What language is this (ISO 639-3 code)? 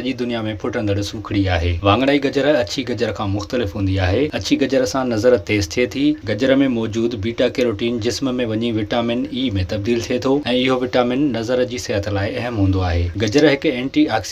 snd